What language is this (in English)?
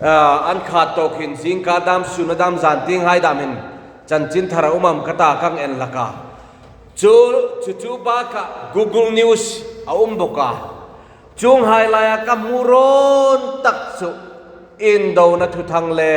Hmar